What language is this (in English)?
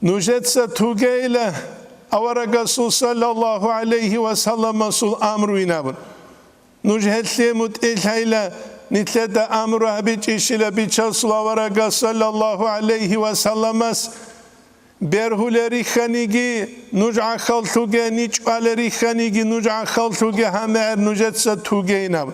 Avaric